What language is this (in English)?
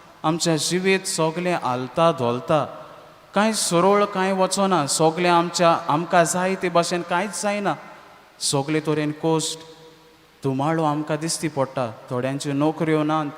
Konkani